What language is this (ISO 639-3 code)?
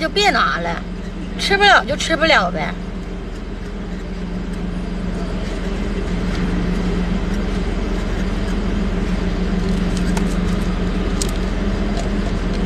zho